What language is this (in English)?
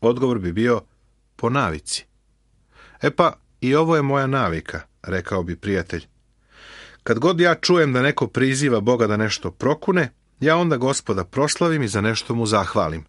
Serbian